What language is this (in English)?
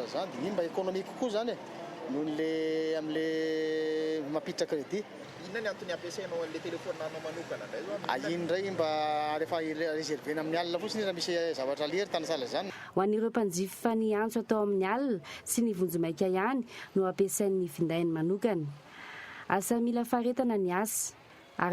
Malagasy